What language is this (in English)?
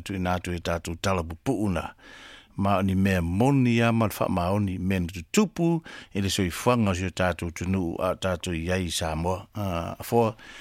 Samoan